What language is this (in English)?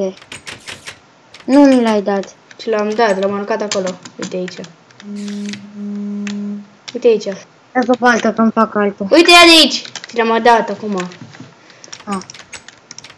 Romanian